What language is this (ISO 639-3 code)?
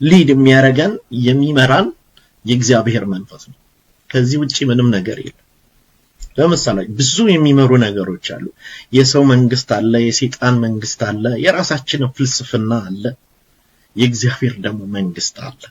amh